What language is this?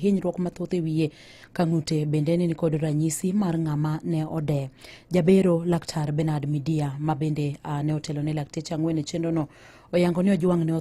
Luo (Kenya and Tanzania)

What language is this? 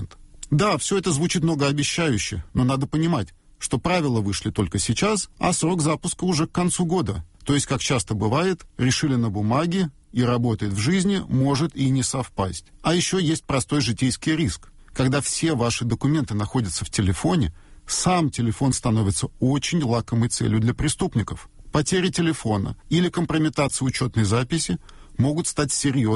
Russian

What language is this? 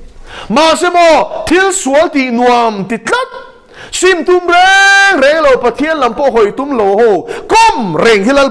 Mizo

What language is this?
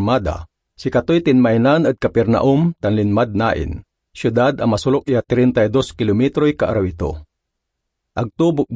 Pangasinan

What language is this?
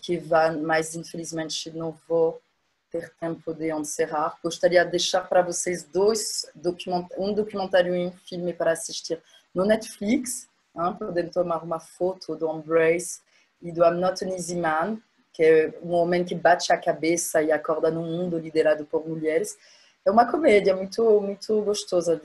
Portuguese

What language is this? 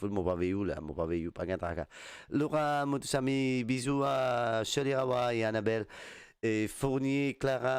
Morisyen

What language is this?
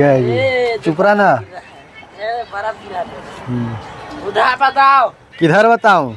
Chhattisgarhi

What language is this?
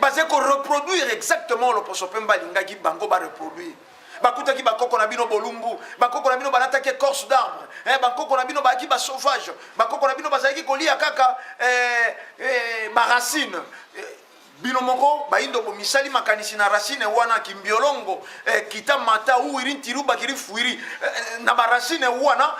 Lingala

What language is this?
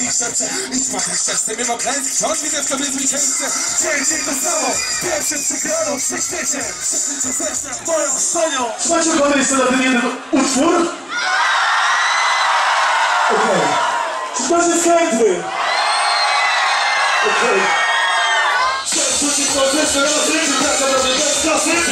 Polish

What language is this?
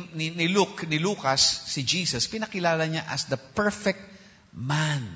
Filipino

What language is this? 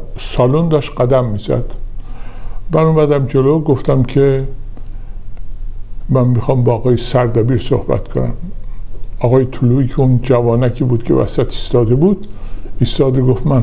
Persian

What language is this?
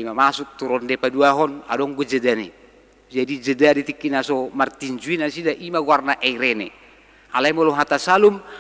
Batak Toba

